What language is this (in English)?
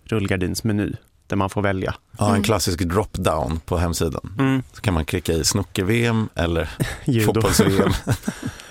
Swedish